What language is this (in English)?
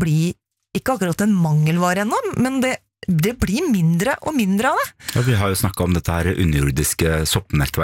Norwegian